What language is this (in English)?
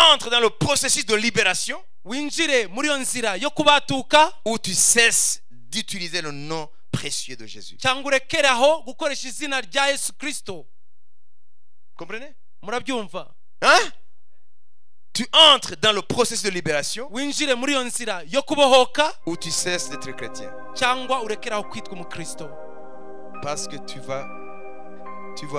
Kinyarwanda